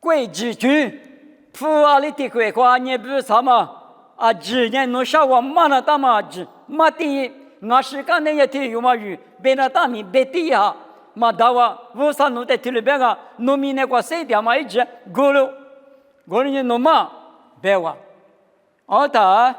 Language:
Lisu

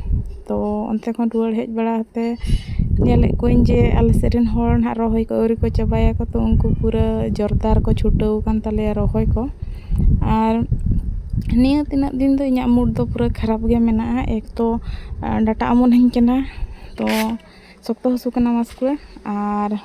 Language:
Santali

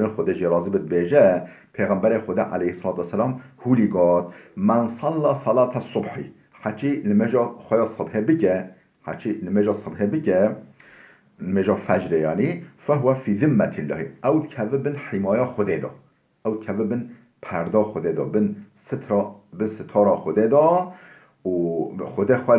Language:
Kurdish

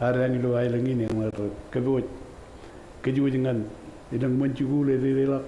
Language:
Marshallese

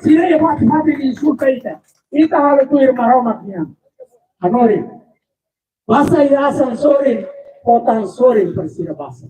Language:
Tetum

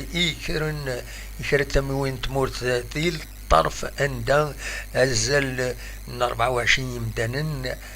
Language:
Kabyle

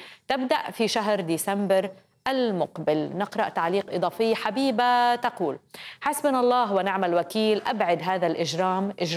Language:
Arabic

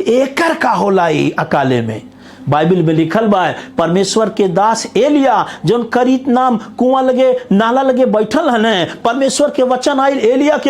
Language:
Bhojpuri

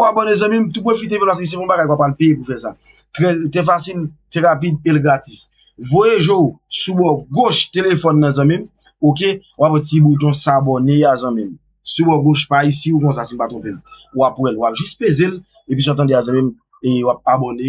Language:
Haitian Creole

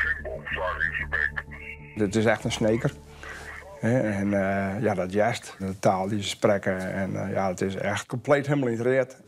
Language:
Western Frisian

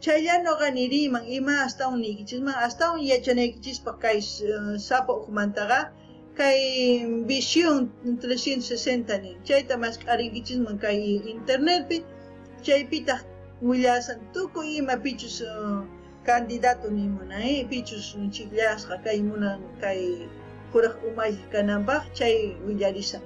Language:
South Bolivian Quechua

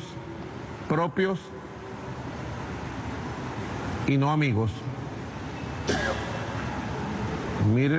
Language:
Spanish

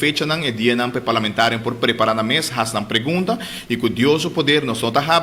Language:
Papiamento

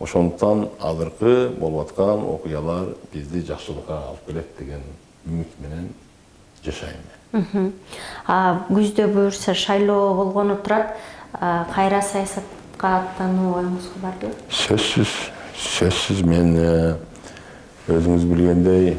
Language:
Kyrgyz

